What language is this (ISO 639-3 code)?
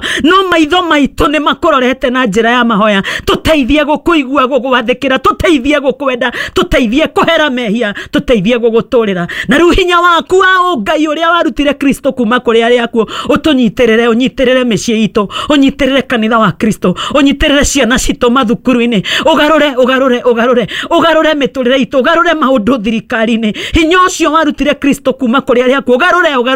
kik